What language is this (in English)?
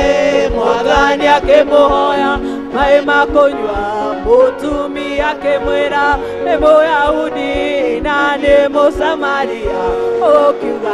Kikuyu